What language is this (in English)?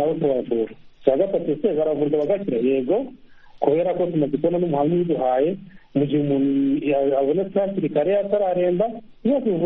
Kinyarwanda